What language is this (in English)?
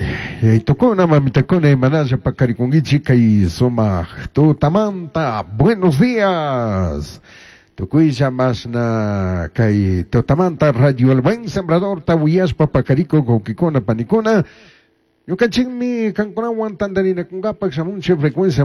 Chimborazo Highland Quichua